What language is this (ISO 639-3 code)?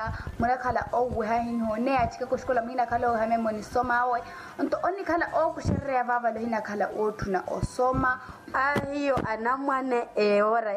vmw